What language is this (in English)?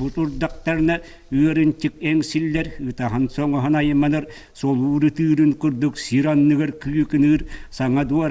Yakut